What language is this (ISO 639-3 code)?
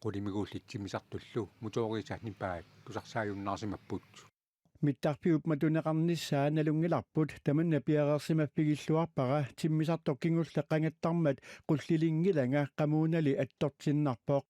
kal